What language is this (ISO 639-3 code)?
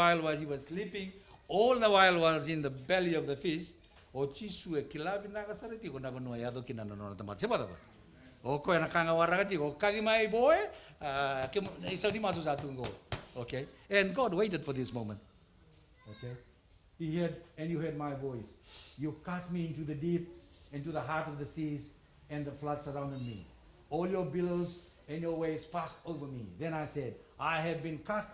fij